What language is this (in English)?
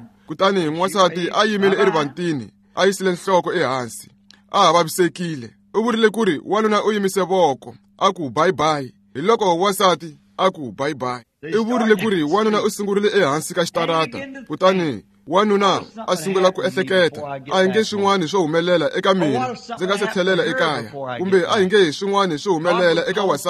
Tsonga